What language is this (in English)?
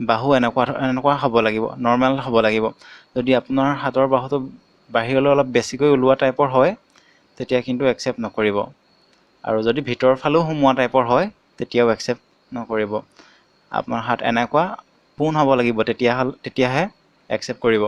Assamese